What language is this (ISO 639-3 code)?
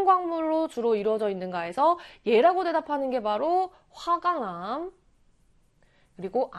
kor